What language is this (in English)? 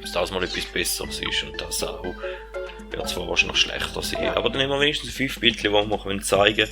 Swiss German